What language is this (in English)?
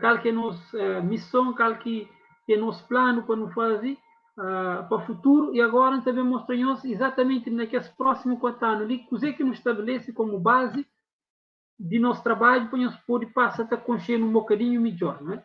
Kabuverdianu